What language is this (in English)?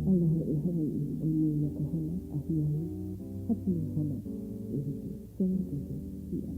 Hawaiian